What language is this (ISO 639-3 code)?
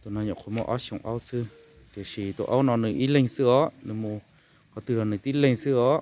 hmn